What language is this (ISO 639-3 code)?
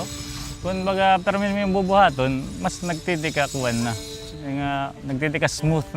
war